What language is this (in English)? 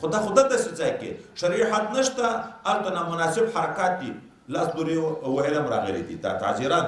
Pashto